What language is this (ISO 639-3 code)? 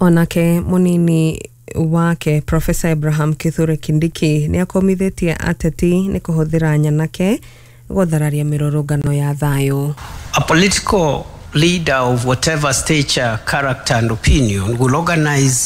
kik